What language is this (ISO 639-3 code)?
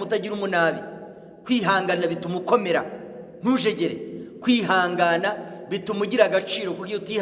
kin